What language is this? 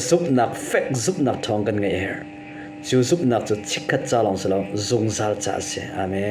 Hakha Chin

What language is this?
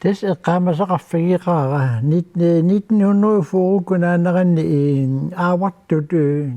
Kalaallisut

